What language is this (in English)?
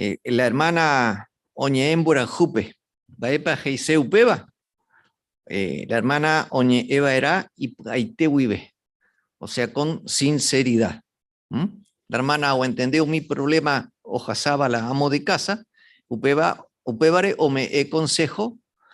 Guarani